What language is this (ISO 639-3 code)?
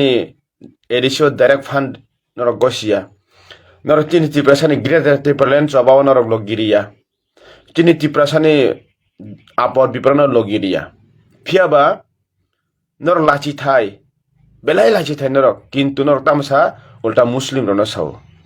trp